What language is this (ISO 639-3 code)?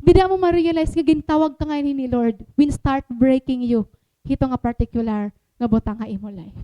war